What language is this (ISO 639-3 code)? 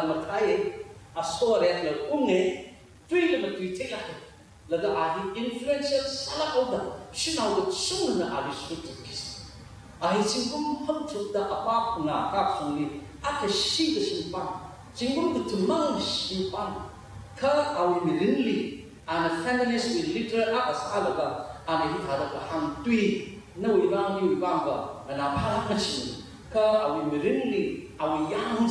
nmf